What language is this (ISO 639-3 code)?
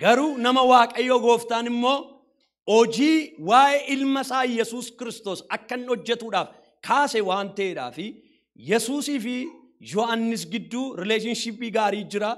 orm